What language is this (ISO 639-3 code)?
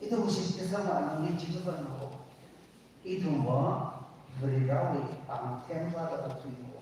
nmf